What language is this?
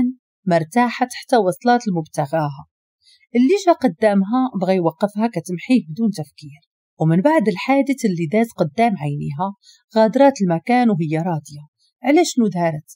Moroccan Arabic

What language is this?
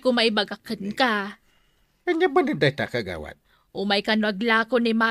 Iloko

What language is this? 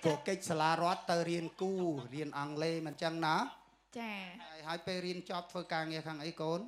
Khmer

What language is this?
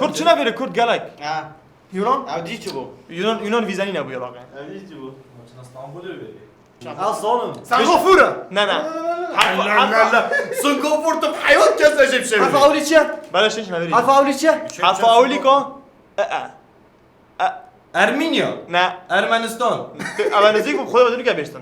Kurdish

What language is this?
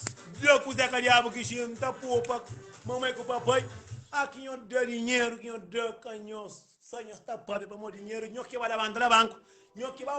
Kabuverdianu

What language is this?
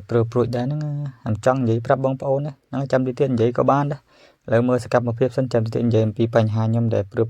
Khmer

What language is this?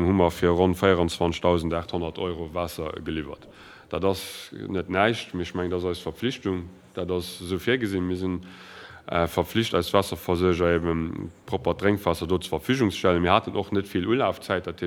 Luxembourgish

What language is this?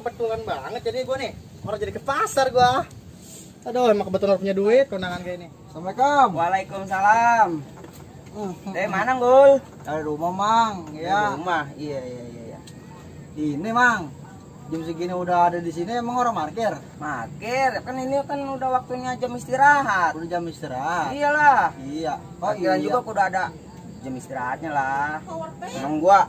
Betawi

